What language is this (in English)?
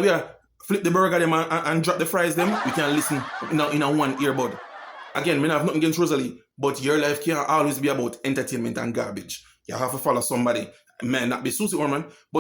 Jamaican Creole English